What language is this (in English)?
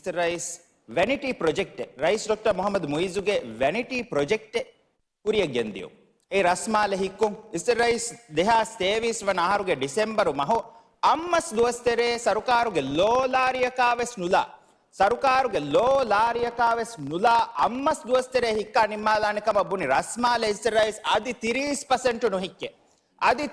Divehi